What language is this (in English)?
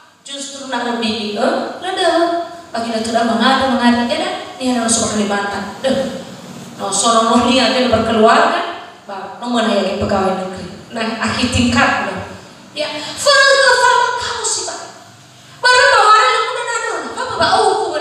Nias